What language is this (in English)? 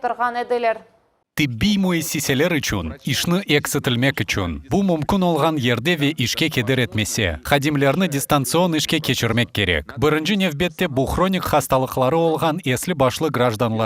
Crimean Tatar